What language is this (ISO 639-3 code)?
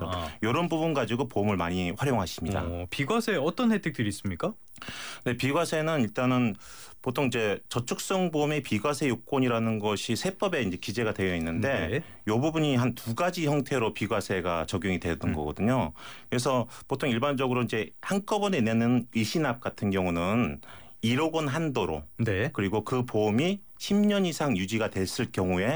kor